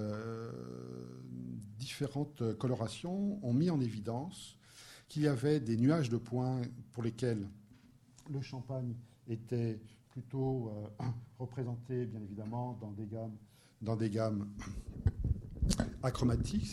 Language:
French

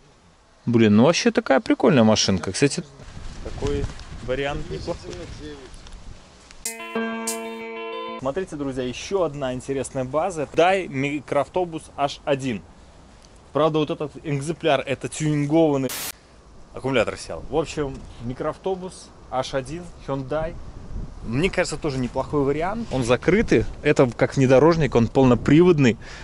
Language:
Russian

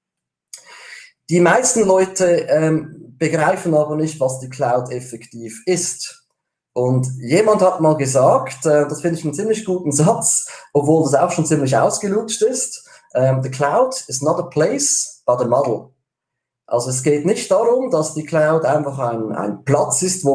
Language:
German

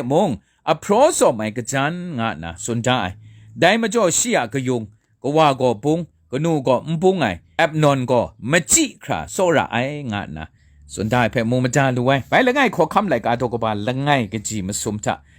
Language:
Kachin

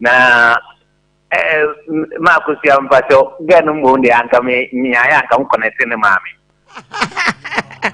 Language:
Akan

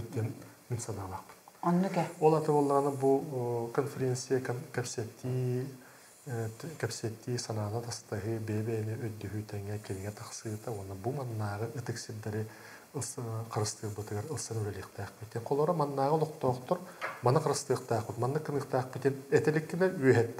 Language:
Yakut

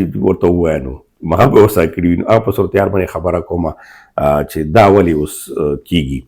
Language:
Pashto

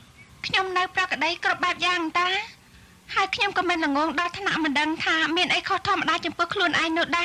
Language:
Khmer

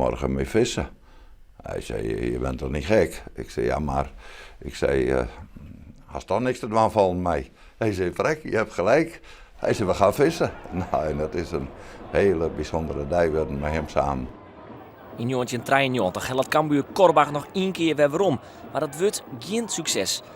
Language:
Western Frisian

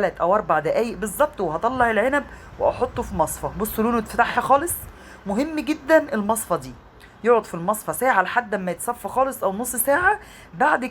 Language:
Egyptian Arabic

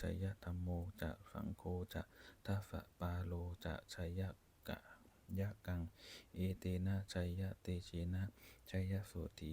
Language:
Pali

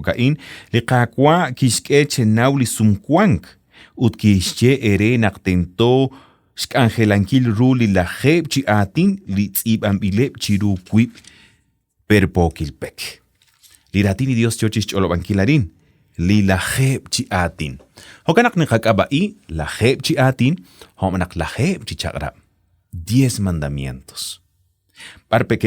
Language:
Kekchí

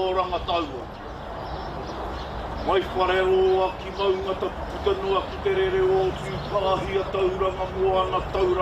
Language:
Māori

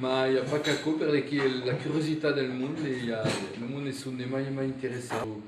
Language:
Occitan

